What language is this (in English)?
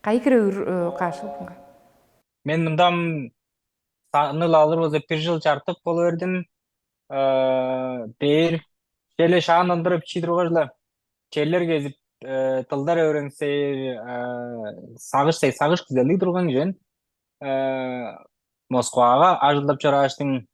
Tuvinian